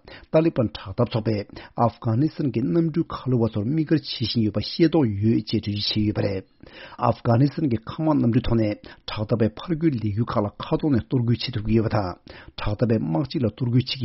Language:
Tibetan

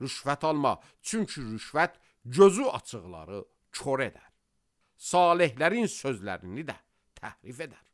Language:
Azerbaijani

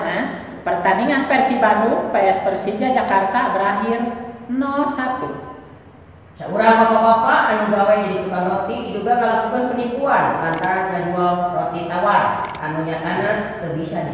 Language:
Sundanese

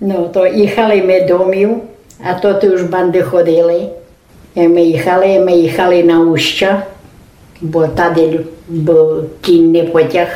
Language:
Rusyn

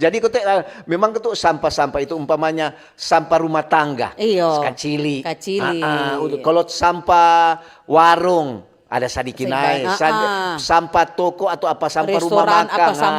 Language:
Manado Malay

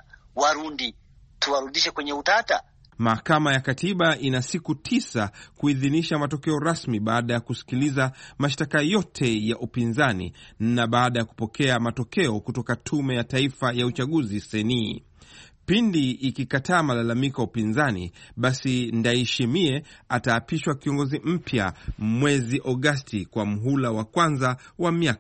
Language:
Swahili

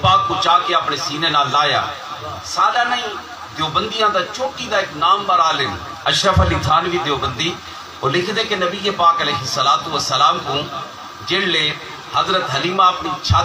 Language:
Saraiki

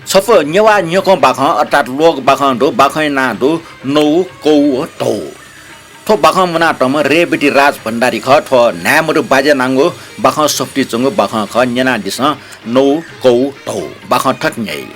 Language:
Newari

